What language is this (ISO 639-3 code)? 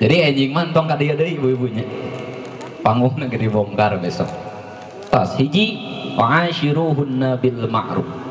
sun